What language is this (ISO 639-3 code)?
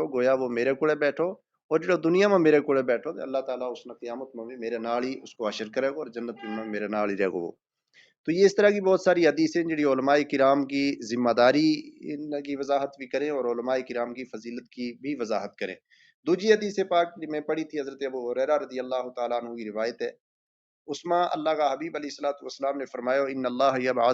gju